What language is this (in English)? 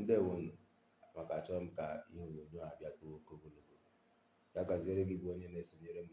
Igbo